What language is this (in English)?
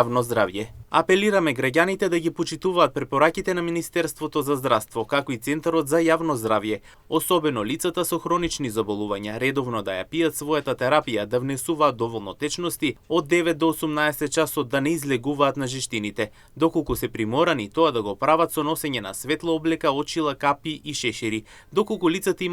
Macedonian